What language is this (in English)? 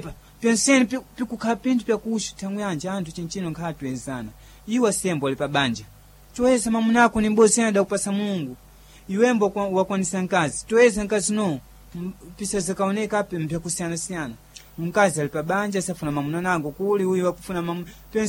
Sena